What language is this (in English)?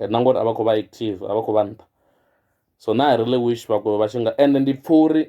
Venda